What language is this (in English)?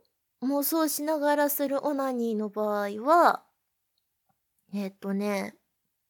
Japanese